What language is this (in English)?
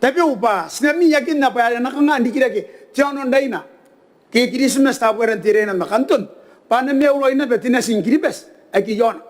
Gilbertese